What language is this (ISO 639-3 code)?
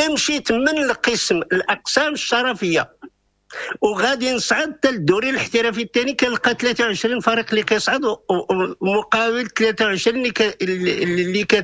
ary